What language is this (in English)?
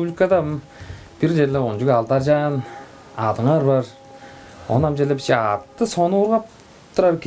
Tuvinian